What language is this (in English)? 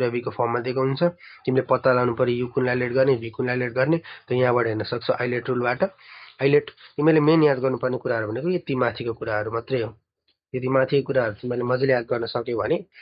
Nepali